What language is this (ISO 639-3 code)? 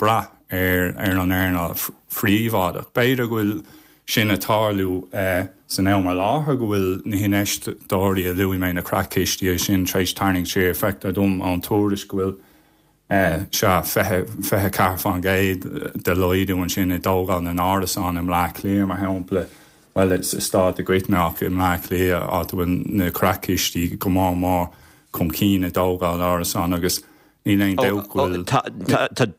gle